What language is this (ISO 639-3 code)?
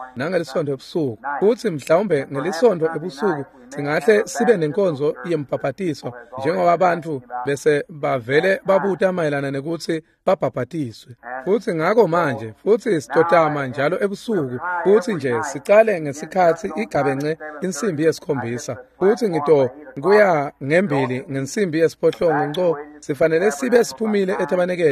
ssw